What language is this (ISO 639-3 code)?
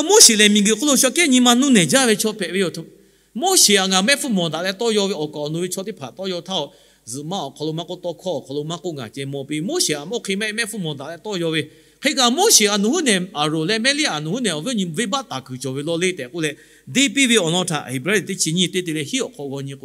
lhu